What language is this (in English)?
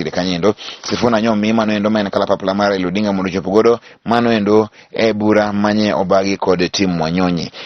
Luo (Kenya and Tanzania)